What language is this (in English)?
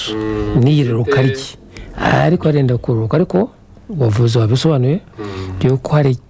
Kinyarwanda